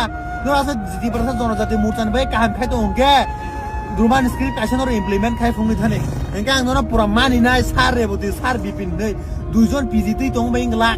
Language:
Kok Borok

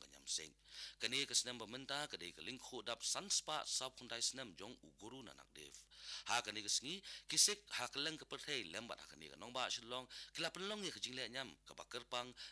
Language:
Khasi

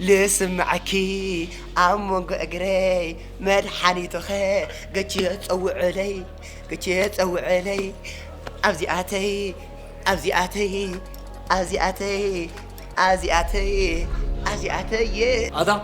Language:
Tigrinya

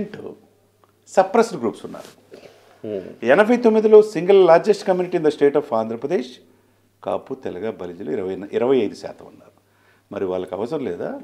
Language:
Telugu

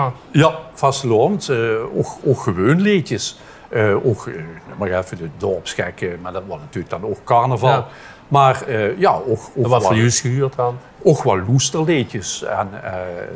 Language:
Limburgish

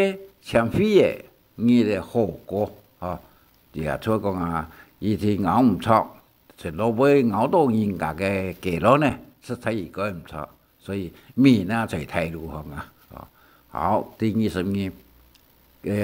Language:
Hakka Chinese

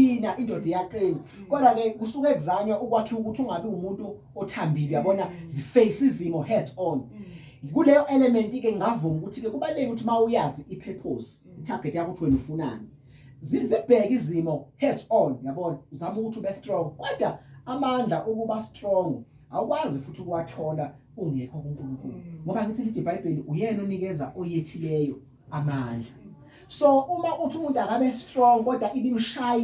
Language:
Zulu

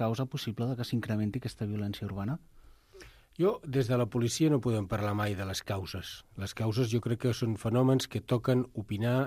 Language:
Catalan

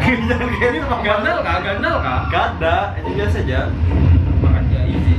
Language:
Banjar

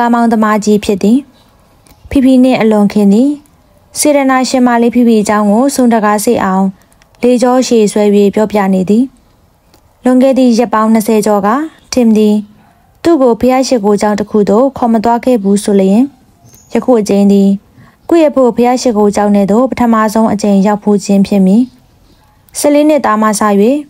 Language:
Burmese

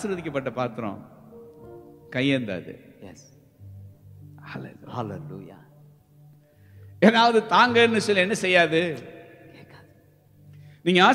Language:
Tamil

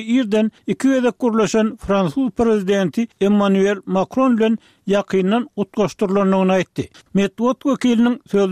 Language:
Turkmen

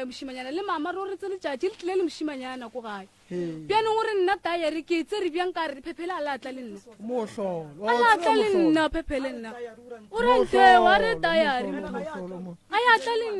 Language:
Northern Sotho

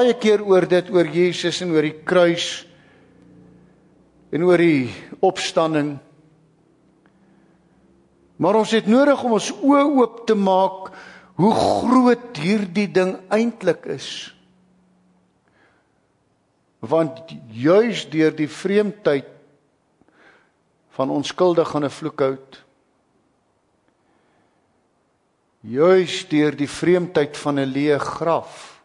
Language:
Afrikaans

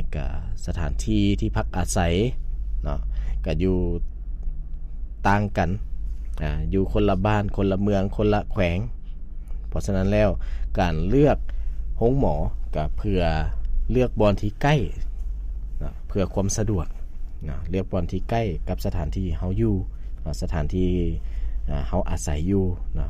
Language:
Lao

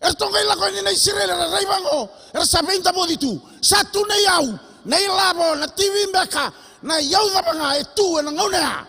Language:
Fijian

